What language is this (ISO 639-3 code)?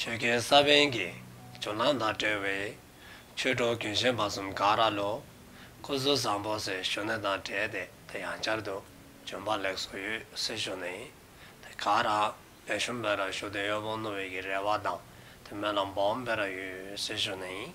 dzo